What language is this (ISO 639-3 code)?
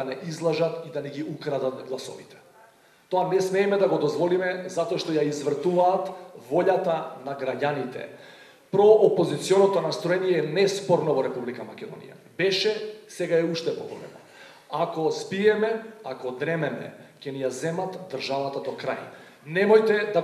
mkd